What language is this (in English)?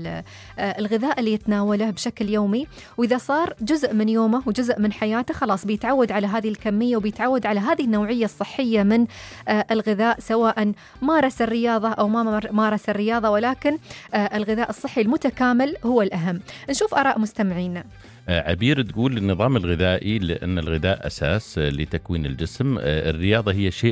Najdi Arabic